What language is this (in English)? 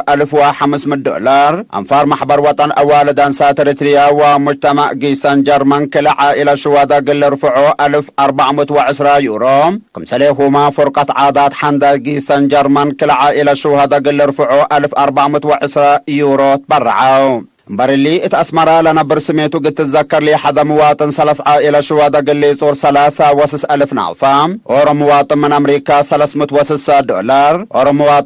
Tigre